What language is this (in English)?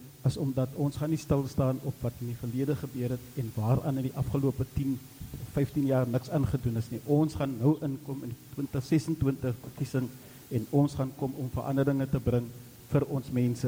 Afrikaans